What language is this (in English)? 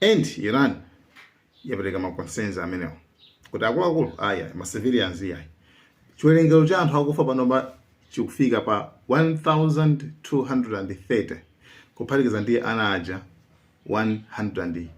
Nyanja